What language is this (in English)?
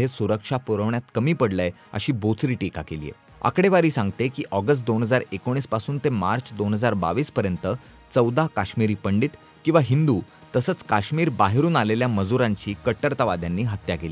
Marathi